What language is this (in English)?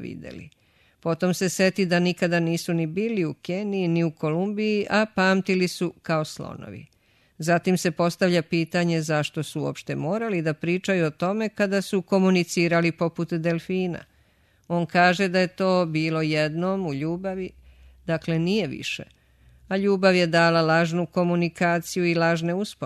Serbian